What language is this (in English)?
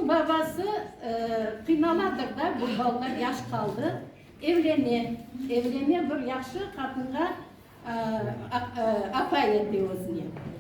Crimean Tatar